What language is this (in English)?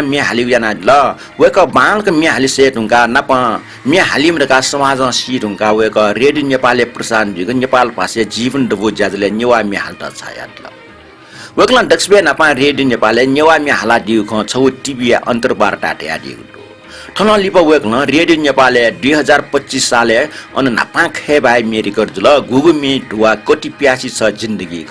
Newari